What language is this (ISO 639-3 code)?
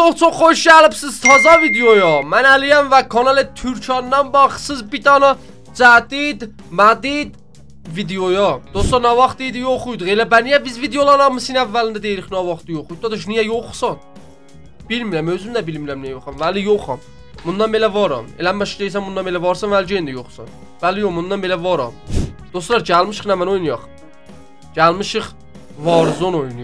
azb